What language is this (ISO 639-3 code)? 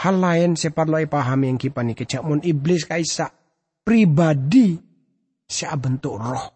mad